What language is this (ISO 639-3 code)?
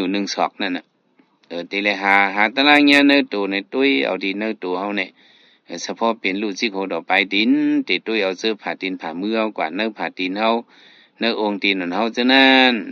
shn